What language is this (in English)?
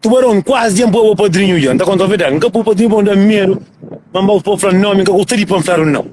Kabuverdianu